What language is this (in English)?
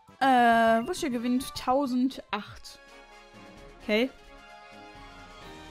German